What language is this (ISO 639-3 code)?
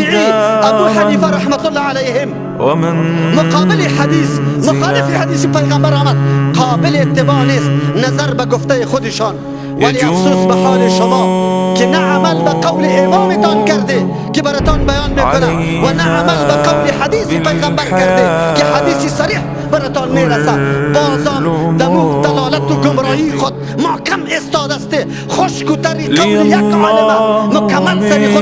fas